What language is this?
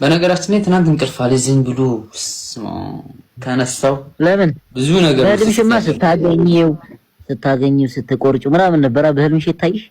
Amharic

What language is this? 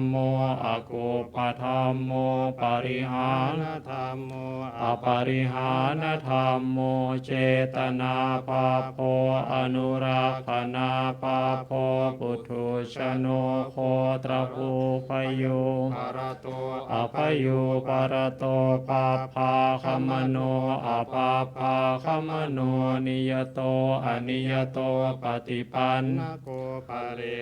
Pali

